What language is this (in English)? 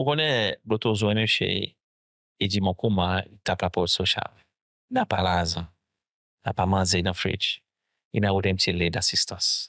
Seselwa Creole French